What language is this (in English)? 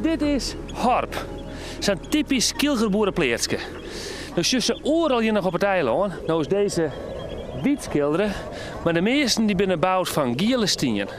Western Frisian